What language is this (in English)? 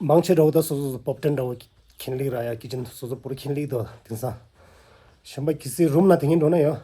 Tibetan